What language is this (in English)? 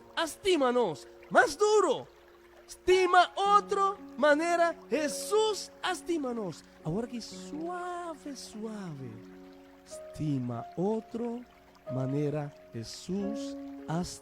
Papiamento